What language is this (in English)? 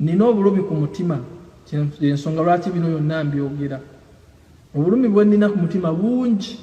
Ganda